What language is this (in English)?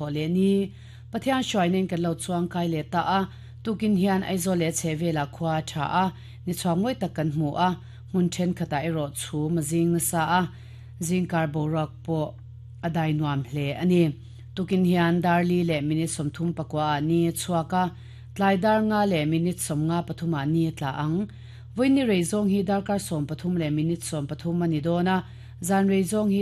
Mizo